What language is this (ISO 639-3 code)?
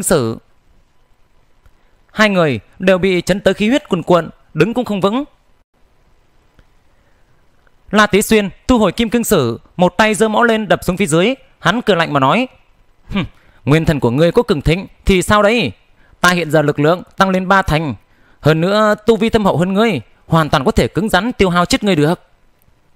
vie